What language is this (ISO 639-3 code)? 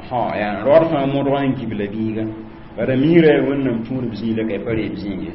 mos